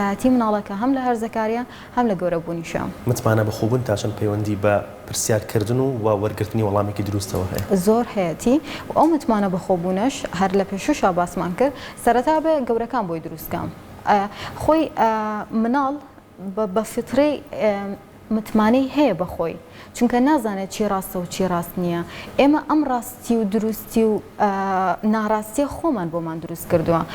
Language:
Central Kurdish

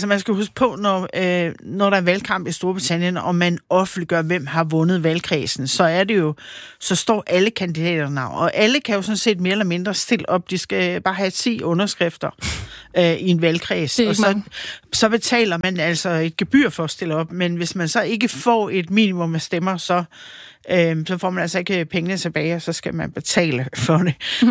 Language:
Danish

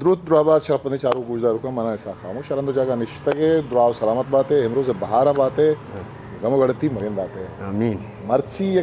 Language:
Eastern Balochi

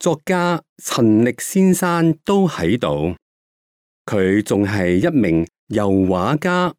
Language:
Cantonese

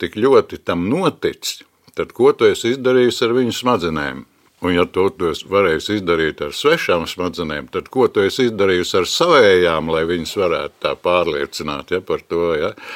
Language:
Latvian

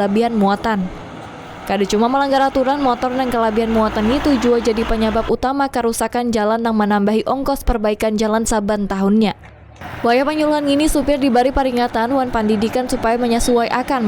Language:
Banjar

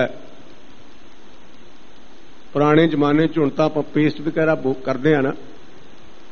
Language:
Punjabi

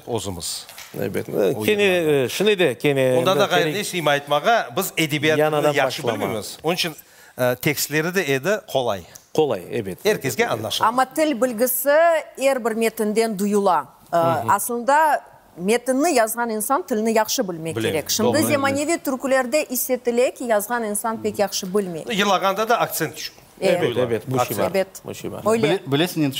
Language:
Crimean Tatar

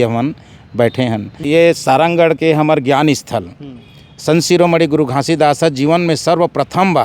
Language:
Chhattisgarhi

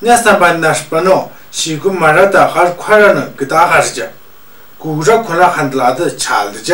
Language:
Tu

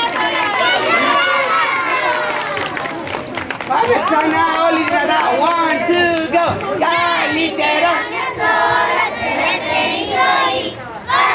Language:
Greek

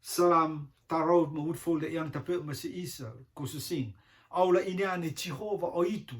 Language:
Rotuman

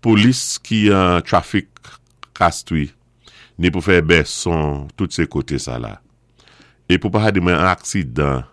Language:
Saint Lucian Creole French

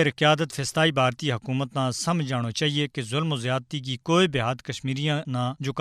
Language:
Gujari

